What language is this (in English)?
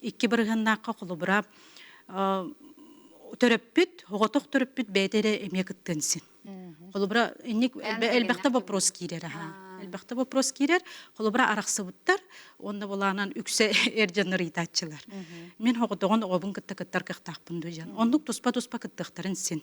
Yakut